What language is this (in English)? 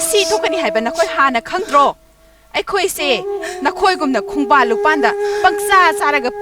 Manipuri